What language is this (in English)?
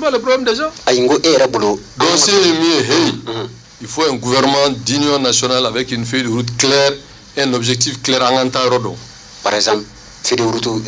Bambara